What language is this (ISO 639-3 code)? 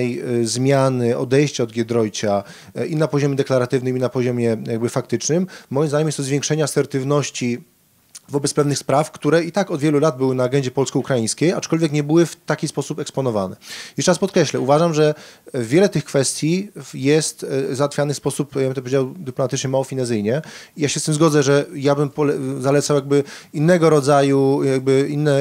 pol